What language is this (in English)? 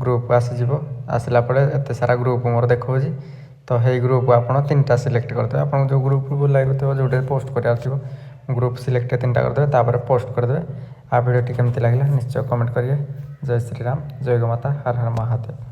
Odia